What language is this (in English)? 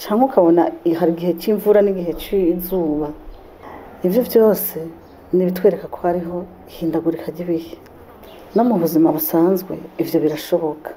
Rundi